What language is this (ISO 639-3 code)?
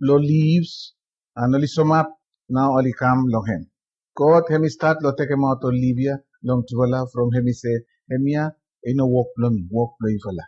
bis